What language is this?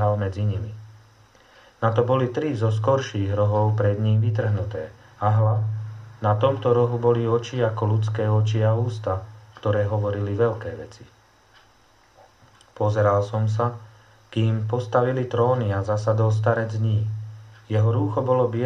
Slovak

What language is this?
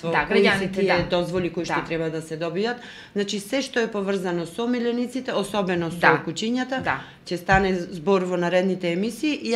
Macedonian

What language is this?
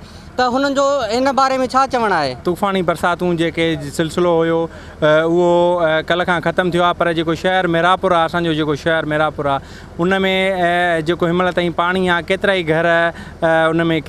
Sindhi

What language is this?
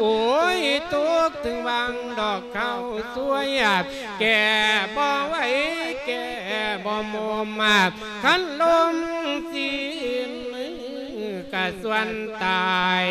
Lao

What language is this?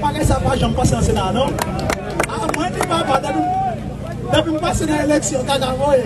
Haitian Creole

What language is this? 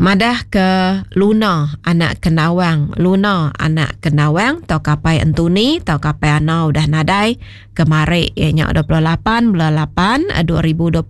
Iban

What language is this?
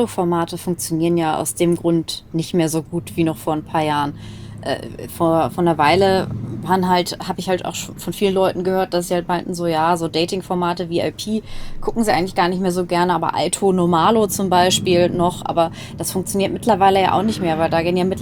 German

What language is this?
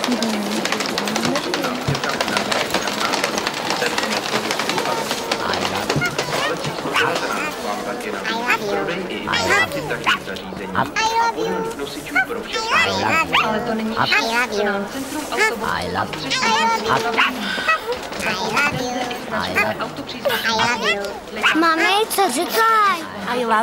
Czech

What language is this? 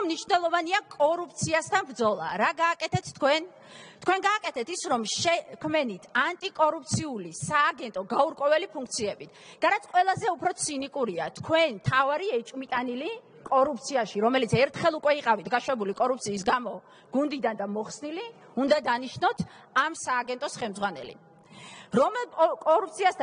Georgian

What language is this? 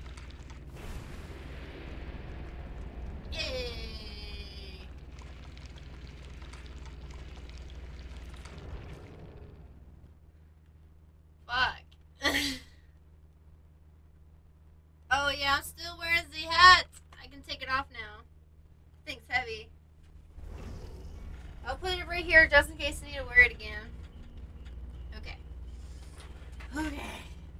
English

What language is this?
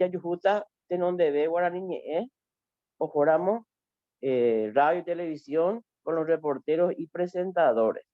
Guarani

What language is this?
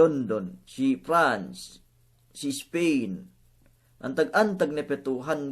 Yakan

